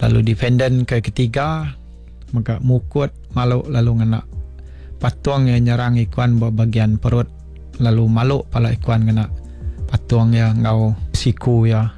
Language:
Iban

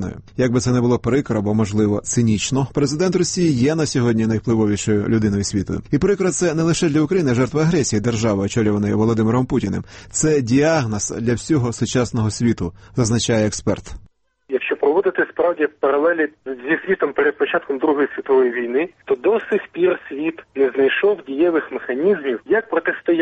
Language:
Ukrainian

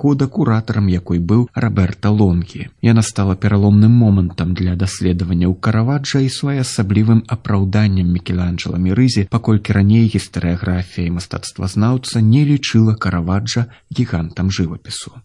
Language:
Belarusian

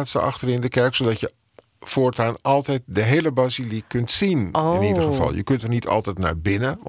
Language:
Dutch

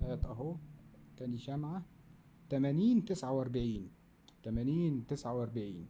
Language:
Egyptian Arabic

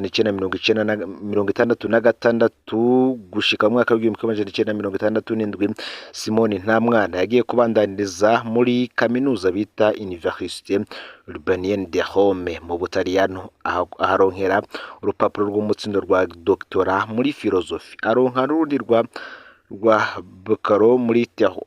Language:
Rundi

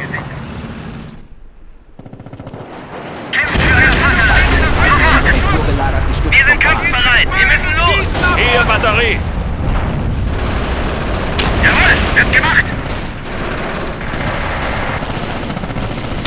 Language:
German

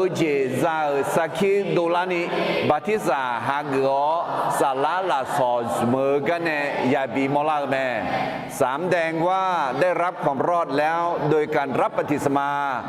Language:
Akha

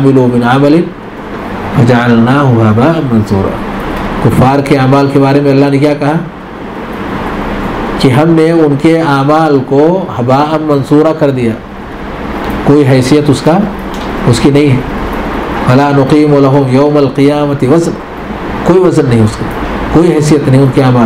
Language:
Urdu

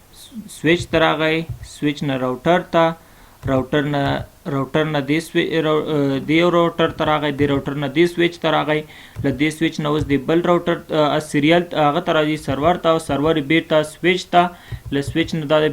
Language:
Pashto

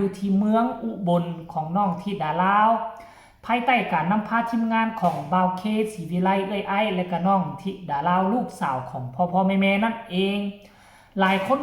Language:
Northeastern Thai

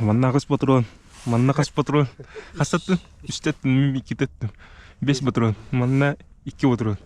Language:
Yakut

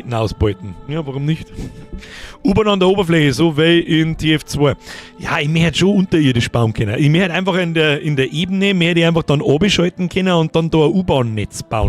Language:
Bavarian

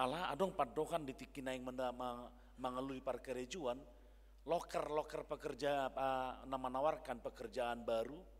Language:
Batak Toba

